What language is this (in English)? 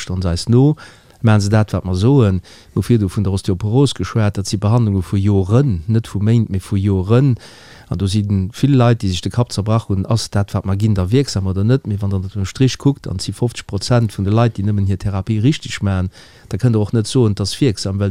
Luxembourgish